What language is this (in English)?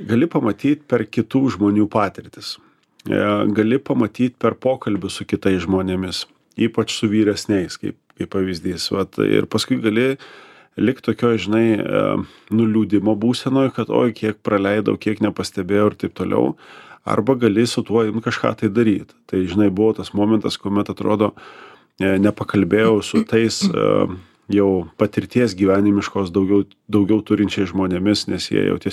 Lithuanian